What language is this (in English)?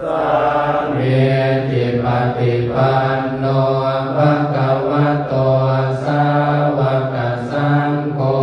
Pali